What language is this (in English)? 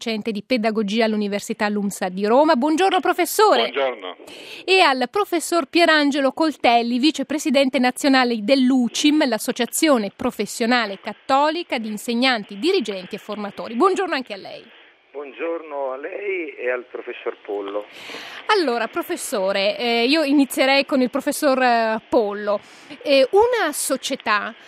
Italian